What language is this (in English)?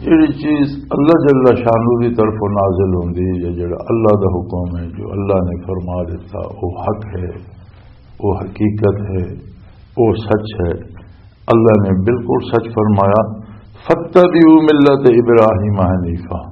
Western Panjabi